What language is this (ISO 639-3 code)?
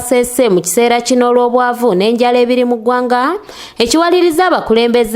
lug